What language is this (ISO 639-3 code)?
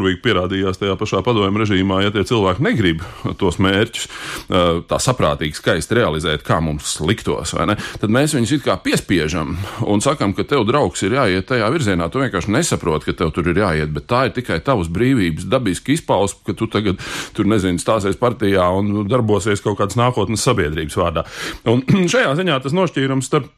lav